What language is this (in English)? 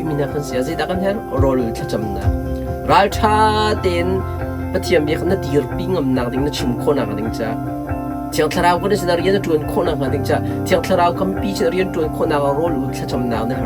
Hakha Chin